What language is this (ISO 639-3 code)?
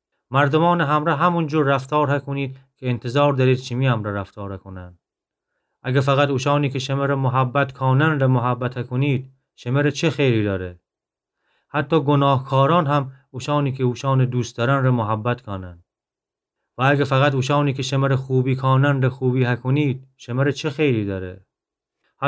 glk